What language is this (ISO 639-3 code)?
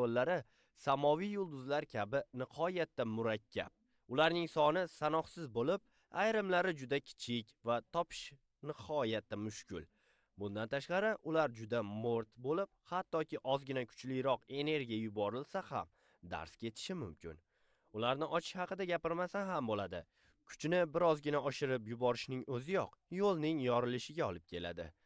uzb